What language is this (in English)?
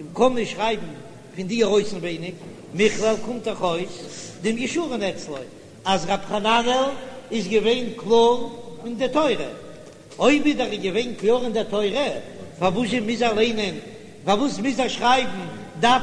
Yiddish